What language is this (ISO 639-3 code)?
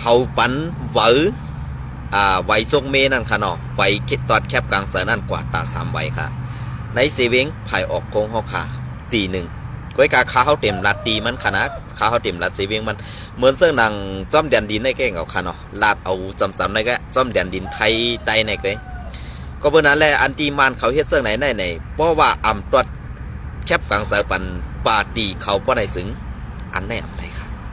shn